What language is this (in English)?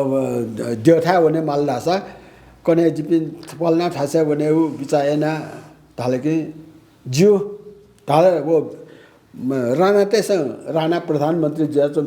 Newari